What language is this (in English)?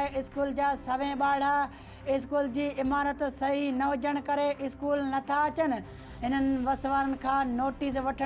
Sindhi